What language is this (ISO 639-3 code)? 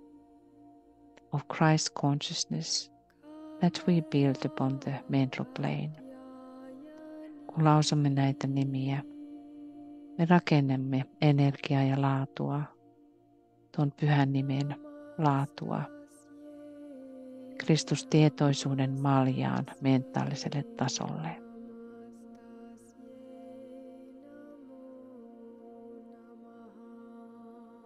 fin